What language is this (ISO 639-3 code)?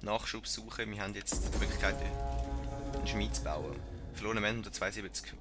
gsw